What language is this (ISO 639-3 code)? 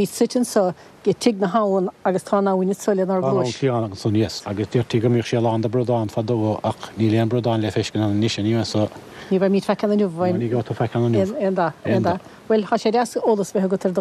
gle